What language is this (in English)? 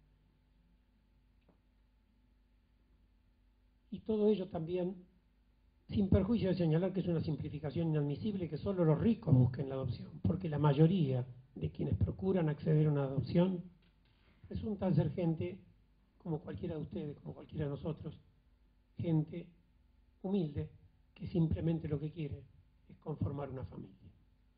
Spanish